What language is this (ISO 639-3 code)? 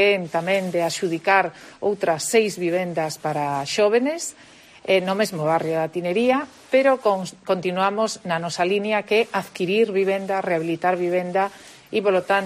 glg